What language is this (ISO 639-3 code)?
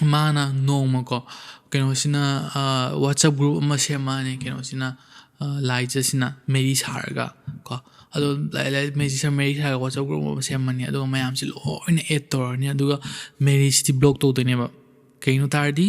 mni